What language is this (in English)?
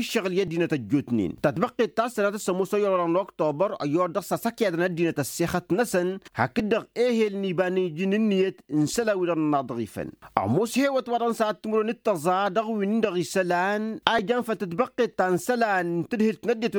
Tamasheq